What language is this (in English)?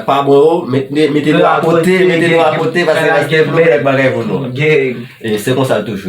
Haitian Creole